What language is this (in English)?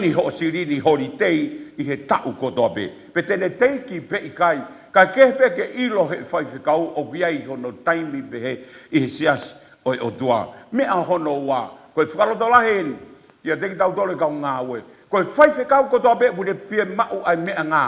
Tongan